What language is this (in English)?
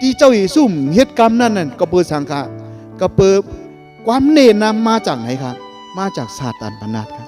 Shan